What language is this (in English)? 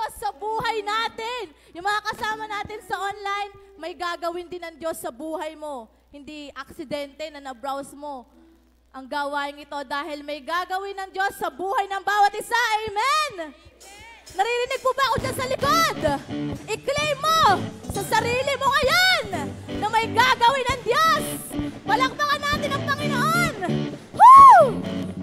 Filipino